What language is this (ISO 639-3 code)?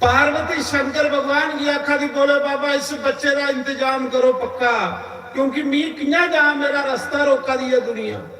doi